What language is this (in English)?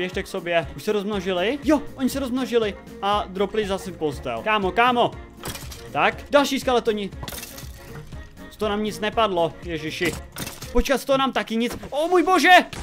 Czech